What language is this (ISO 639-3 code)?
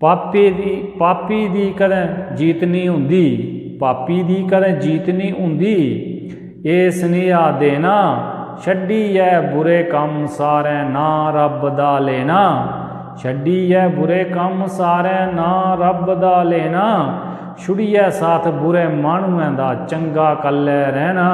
doi